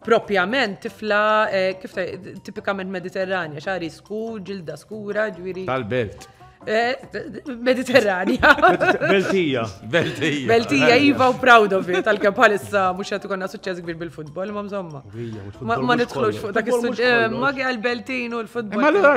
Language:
Maltese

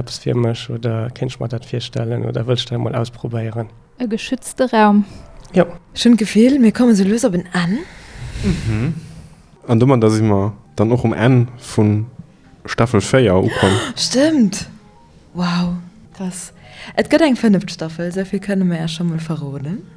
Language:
Luxembourgish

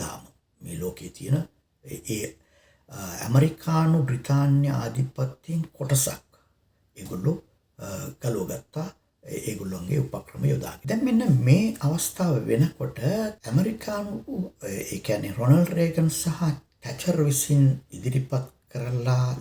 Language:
Sinhala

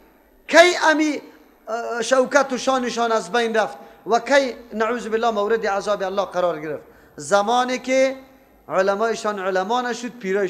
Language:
Persian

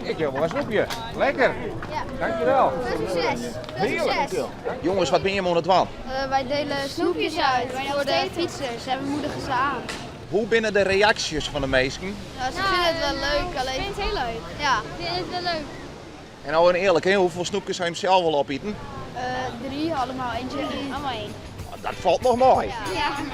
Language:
Western Frisian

